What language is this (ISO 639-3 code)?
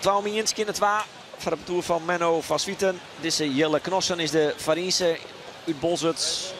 fry